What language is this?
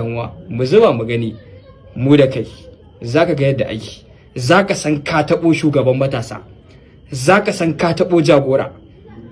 Hausa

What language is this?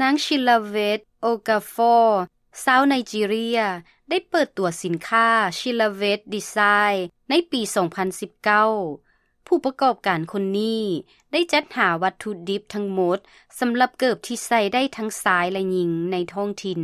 Lao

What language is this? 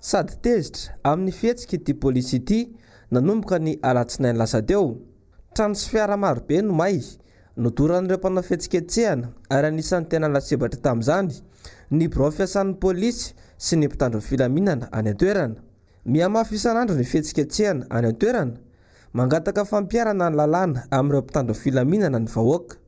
Malagasy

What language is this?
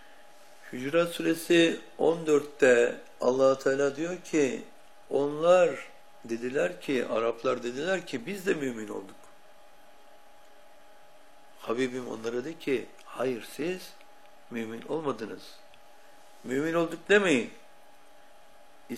Turkish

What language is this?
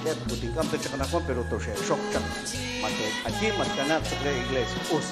Kekchí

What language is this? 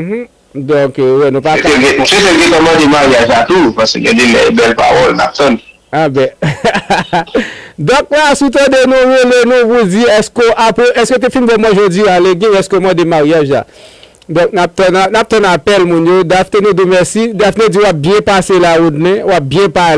Haitian Creole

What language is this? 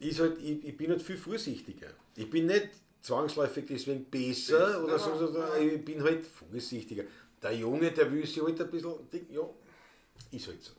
Bavarian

